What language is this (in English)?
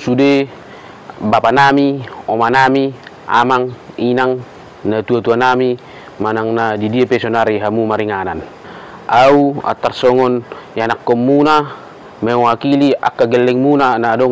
Batak Toba